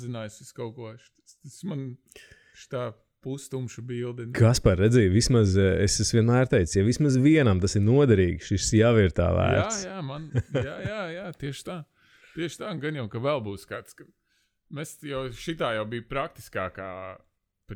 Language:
Latvian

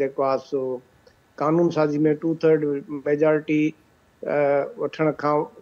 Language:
Sindhi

